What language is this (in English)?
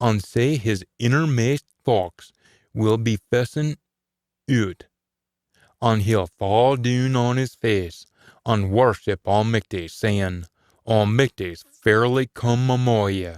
Scots